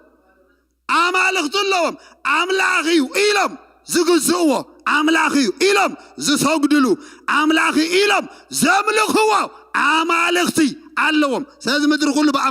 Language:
Tigrinya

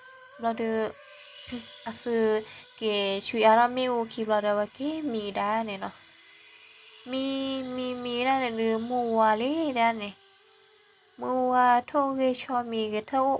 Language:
S'gaw Karen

